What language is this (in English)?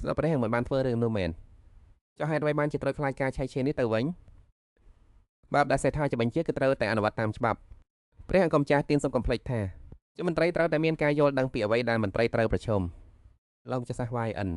Khmer